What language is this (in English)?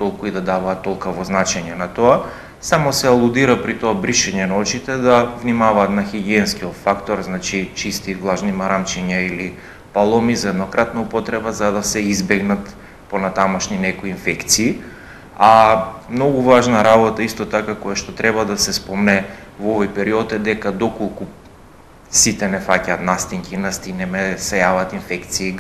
Macedonian